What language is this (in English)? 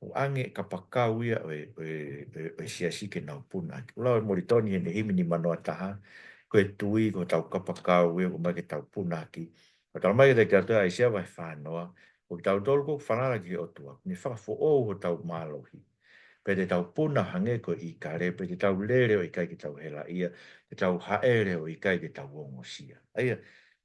Tongan